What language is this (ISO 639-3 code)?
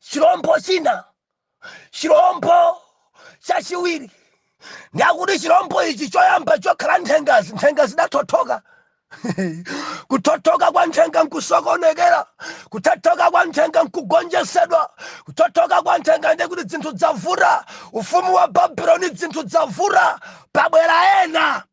nya